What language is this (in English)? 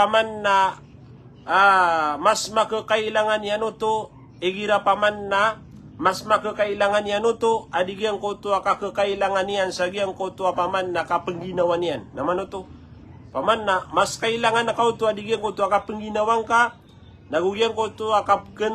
Maranao